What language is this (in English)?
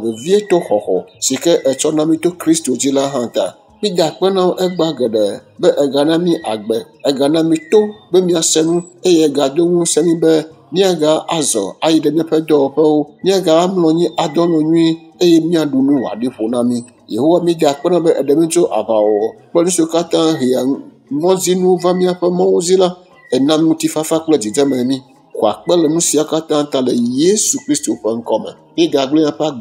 Ewe